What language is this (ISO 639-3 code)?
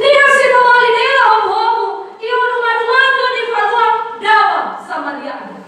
nia